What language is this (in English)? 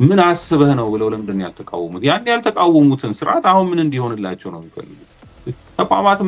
Amharic